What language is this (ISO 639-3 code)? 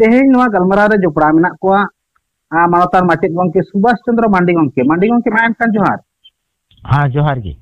sat